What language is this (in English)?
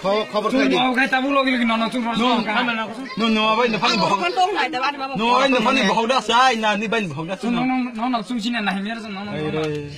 Kok Borok